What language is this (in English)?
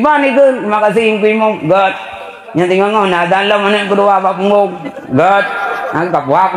Achinese